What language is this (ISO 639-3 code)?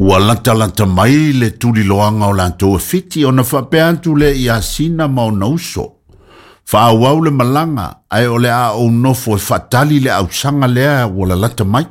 smo